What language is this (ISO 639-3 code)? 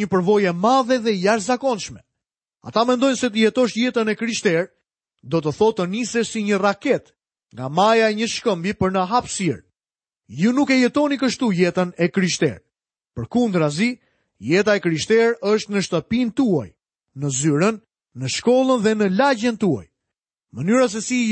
sqi